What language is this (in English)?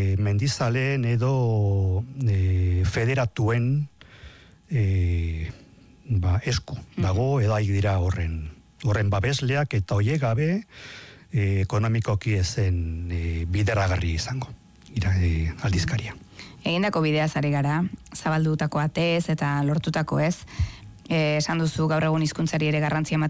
Basque